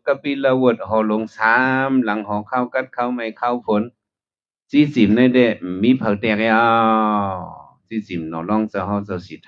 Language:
Shan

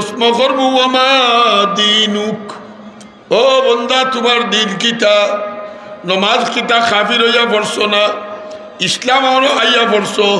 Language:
Sylheti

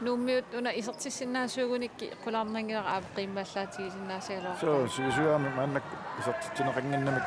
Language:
Kalaallisut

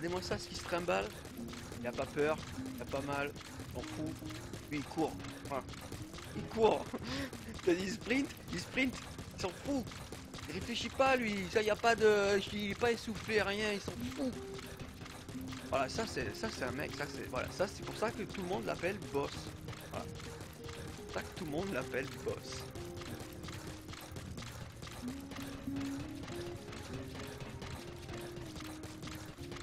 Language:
French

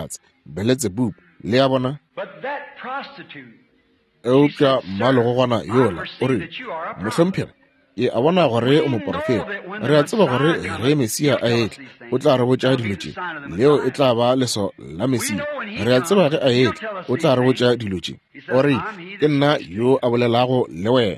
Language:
Northern Sotho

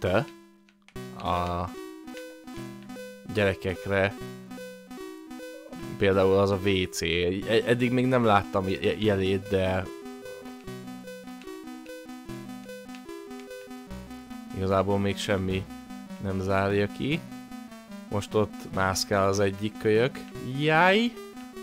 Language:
Hungarian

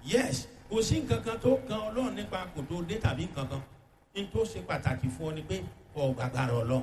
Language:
Yoruba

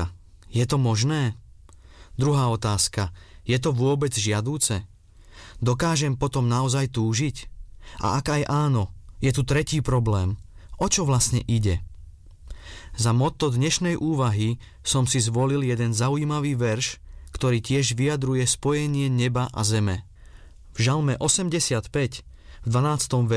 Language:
Slovak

